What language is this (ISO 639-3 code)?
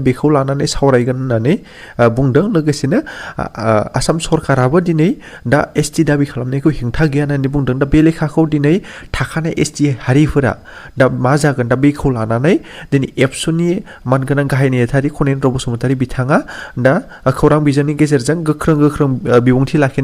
brx